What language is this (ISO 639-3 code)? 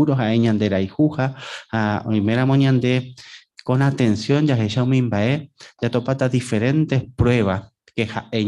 grn